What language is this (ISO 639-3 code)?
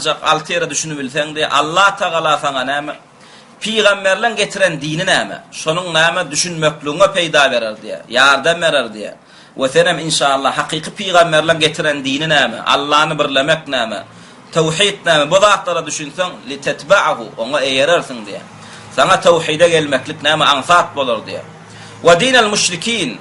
tuk